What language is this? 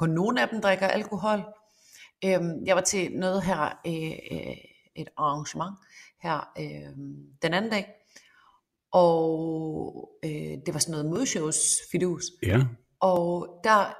Danish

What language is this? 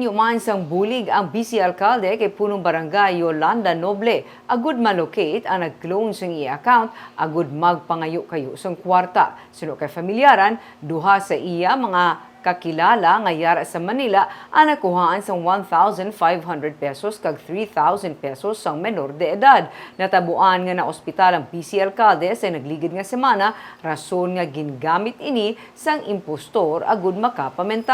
Hiligaynon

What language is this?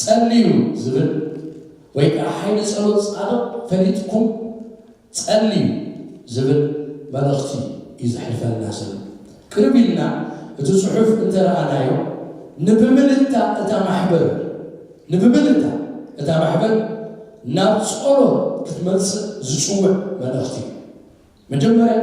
Tigrinya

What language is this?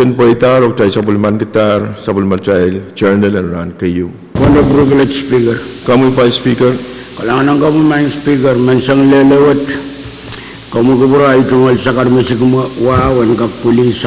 Pohnpeian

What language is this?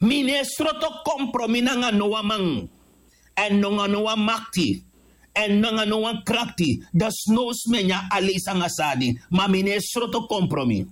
Sranan Tongo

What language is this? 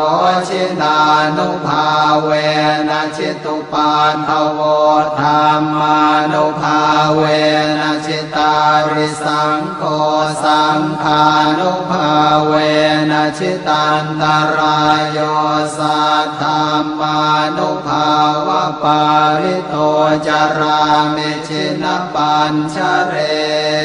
Pali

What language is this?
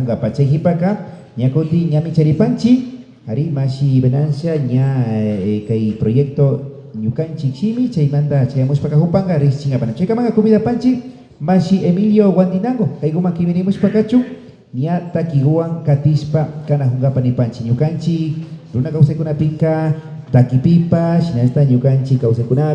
Imbabura Highland Quichua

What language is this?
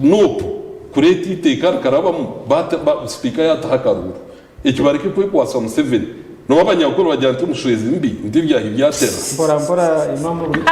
Nyankole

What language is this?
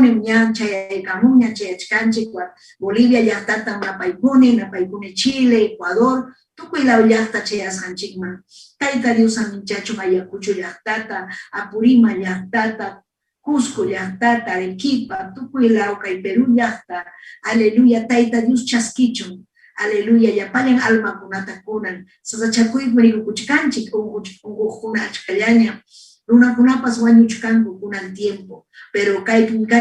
Ayacucho Quechua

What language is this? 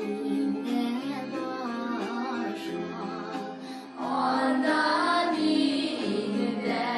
Tatar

